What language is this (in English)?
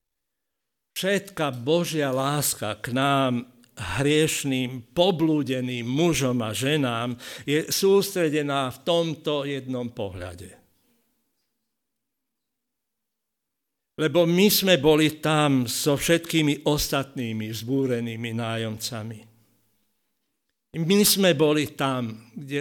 Slovak